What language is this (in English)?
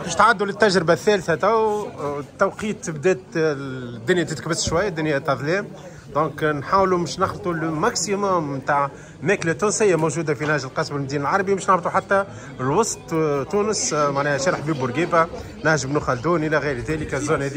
Tunisian Arabic